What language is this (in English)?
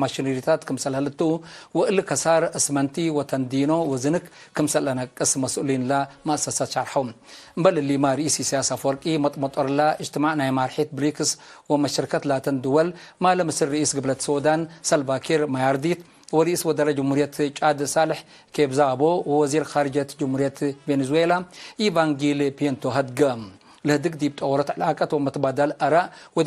Tigre